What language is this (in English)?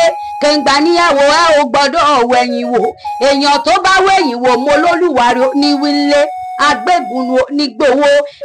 Yoruba